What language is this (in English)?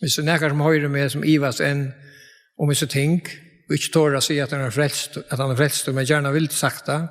Faroese